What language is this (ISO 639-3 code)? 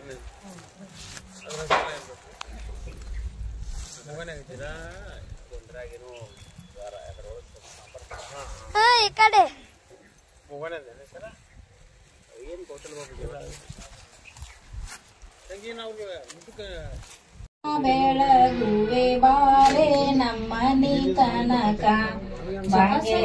kan